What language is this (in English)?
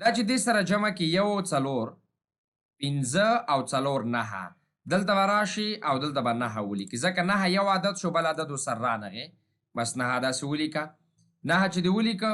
Pashto